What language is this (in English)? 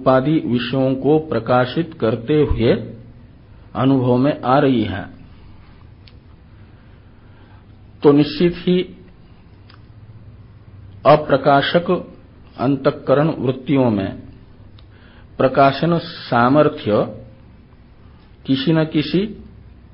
Hindi